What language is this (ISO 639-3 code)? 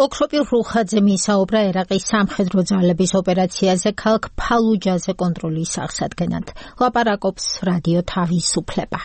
kat